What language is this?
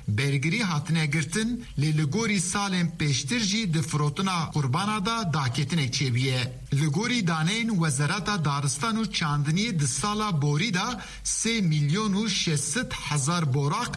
Kurdish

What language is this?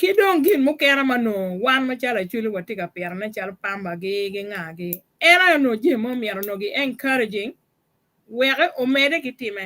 Acoli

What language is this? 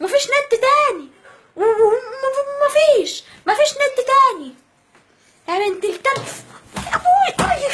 Egyptian Arabic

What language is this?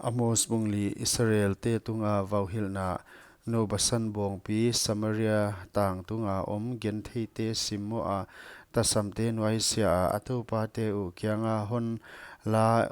Paite Chin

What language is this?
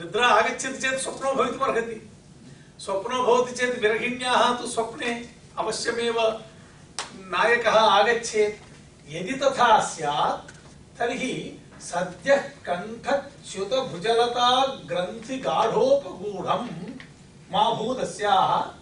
Sanskrit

